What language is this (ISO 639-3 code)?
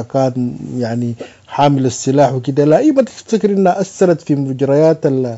apd